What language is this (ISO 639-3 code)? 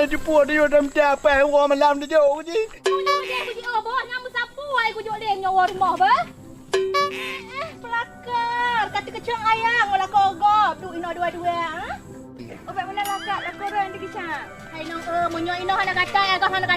ace